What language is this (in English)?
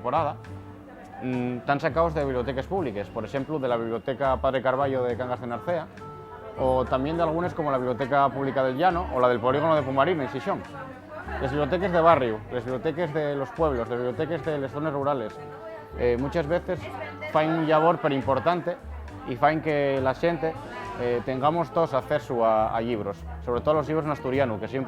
Asturian